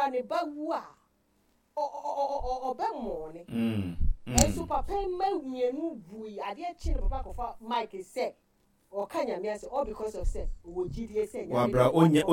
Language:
Akan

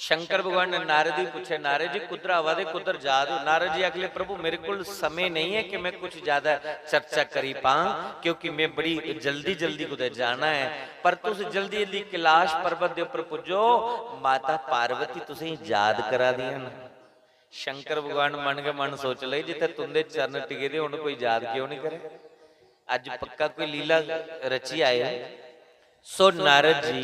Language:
Dogri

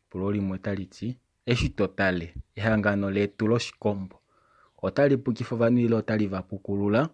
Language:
Kuanyama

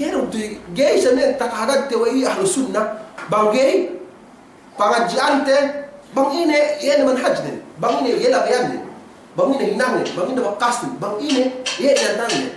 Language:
Yakan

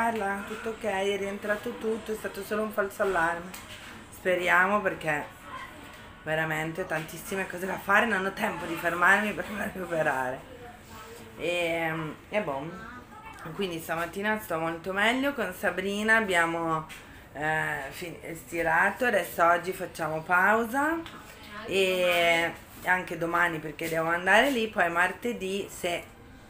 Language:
Italian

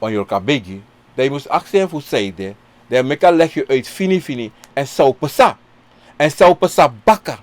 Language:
Sranan Tongo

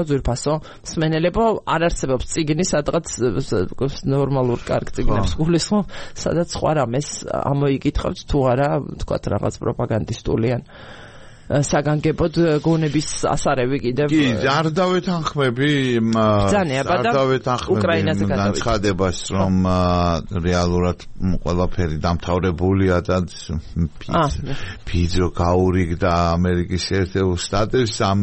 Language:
Georgian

